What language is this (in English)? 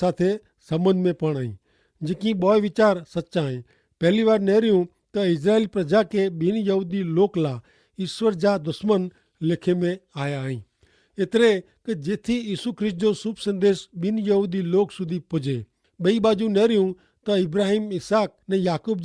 Kachhi